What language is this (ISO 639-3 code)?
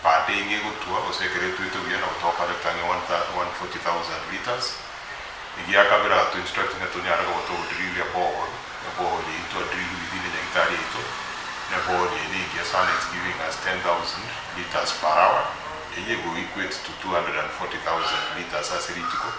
guz